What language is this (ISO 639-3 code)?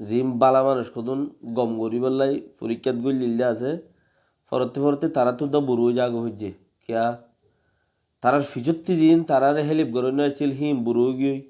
rhg